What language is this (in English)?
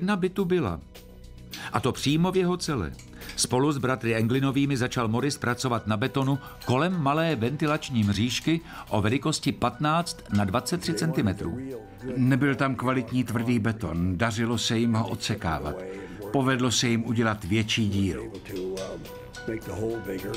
Czech